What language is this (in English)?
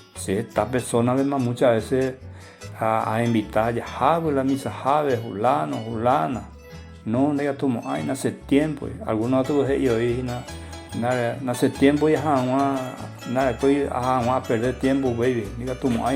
Guarani